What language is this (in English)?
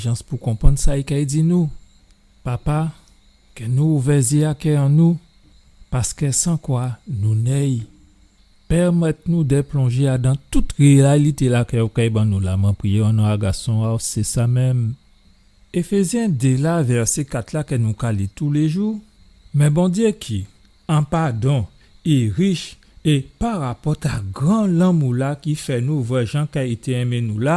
Guadeloupean Creole French